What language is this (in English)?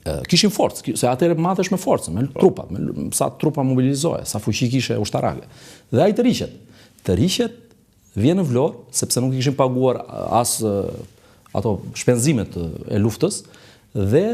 Albanian